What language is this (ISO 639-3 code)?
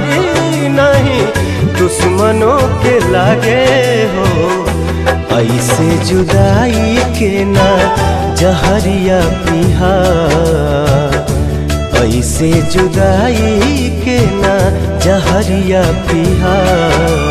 bho